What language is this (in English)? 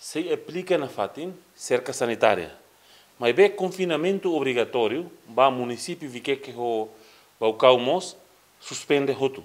Tetum